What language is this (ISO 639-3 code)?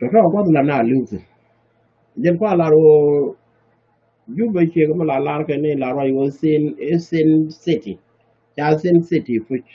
nus